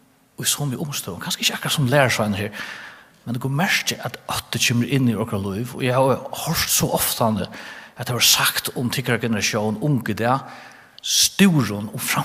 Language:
Faroese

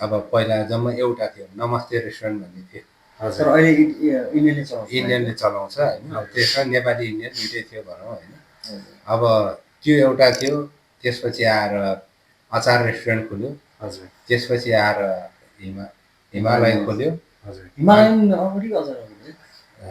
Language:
Nepali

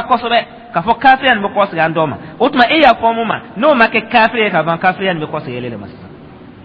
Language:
Dyula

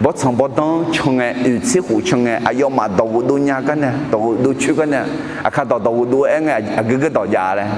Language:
Akha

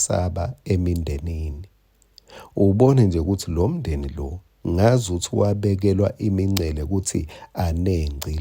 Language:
Swati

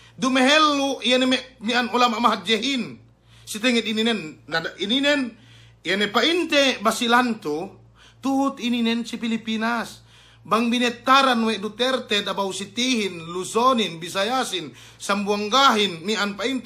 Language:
Yakan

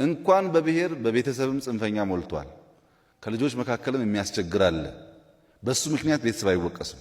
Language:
Amharic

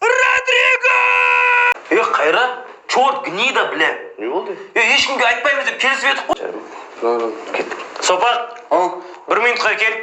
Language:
Kazakh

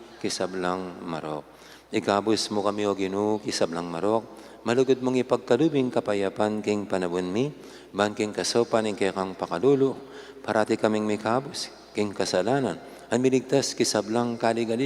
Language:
Pampanga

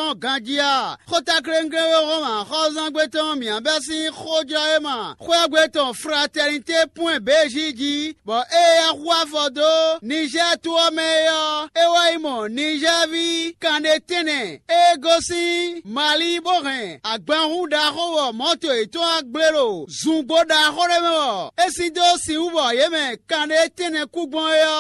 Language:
Fon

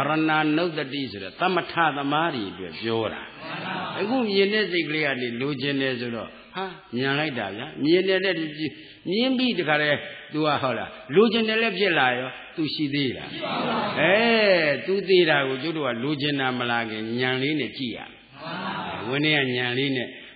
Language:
Burmese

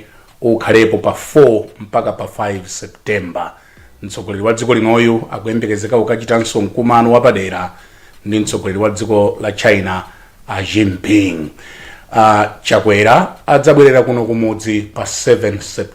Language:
Nyanja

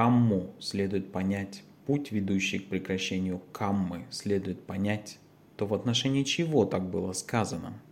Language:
Russian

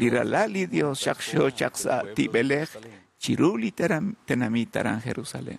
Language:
Kekchí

